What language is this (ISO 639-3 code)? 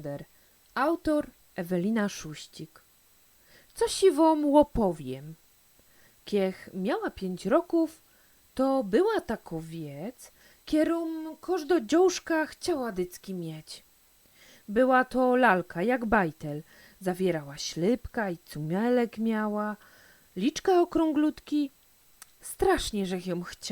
szl